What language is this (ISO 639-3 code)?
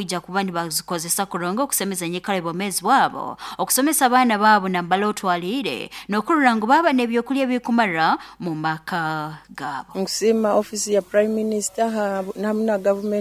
nyo